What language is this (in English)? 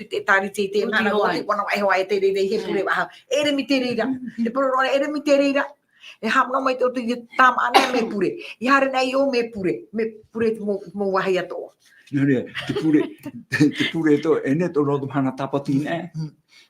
Tahitian